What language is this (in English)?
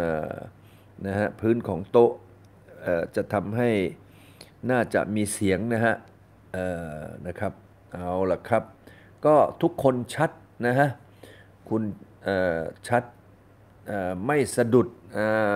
Thai